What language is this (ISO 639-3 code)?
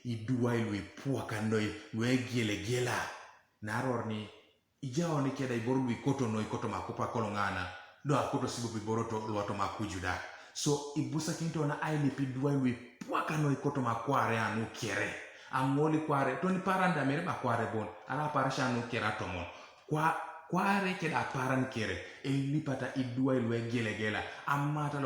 teo